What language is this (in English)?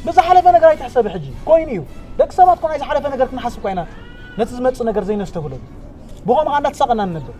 Tigrinya